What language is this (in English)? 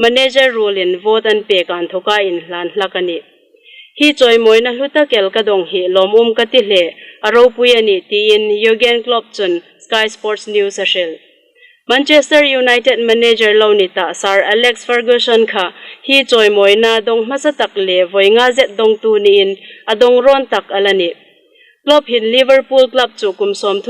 Hmar